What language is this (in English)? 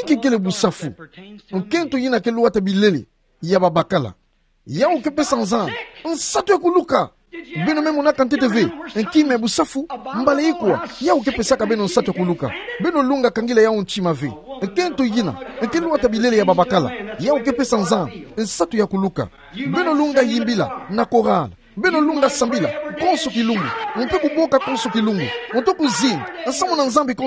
Kituba (Democratic Republic of Congo)